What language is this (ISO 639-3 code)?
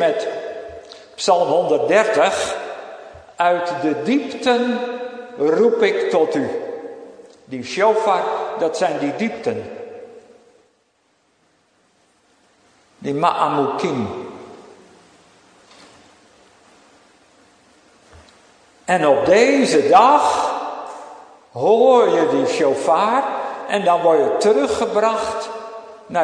nld